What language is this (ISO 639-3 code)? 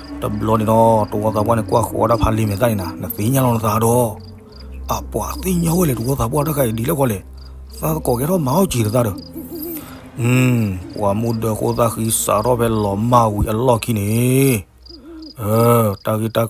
ksw